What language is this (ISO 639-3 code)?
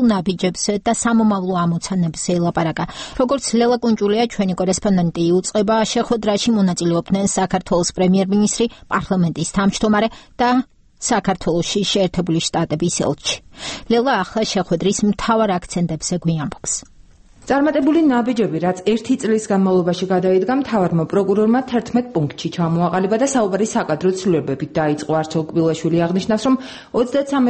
kat